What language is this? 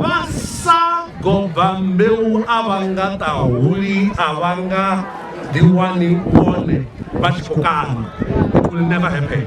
Venda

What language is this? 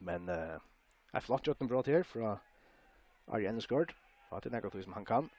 Faroese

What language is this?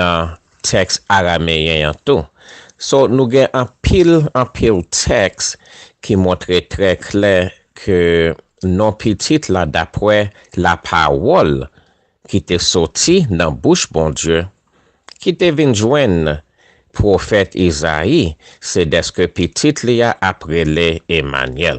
Haitian Creole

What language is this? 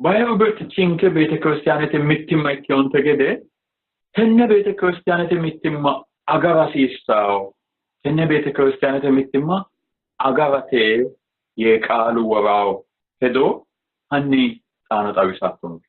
Sidamo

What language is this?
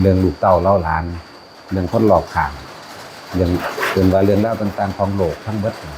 Northeastern Thai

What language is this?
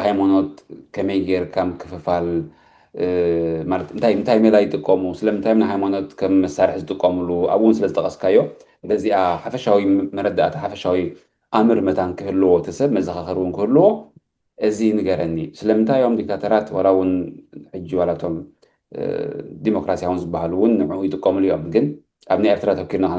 Tigrinya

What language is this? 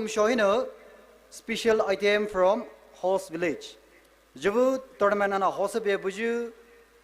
Poumei Naga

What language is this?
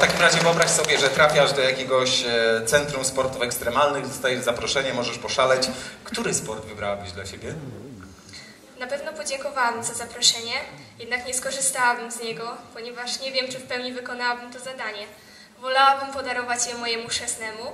Polish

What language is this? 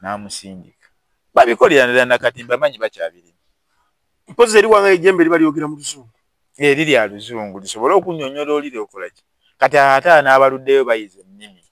Ganda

